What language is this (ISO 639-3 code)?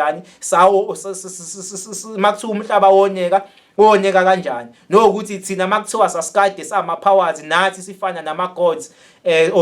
zul